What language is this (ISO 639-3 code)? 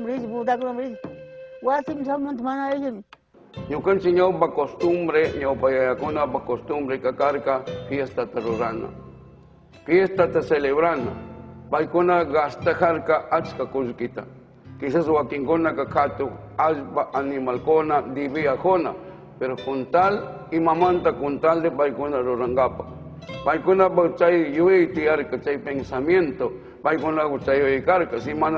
qug